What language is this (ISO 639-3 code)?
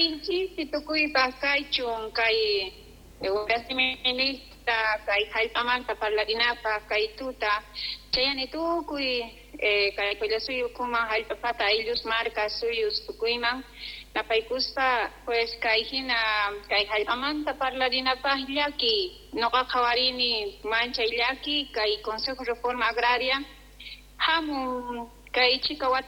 quh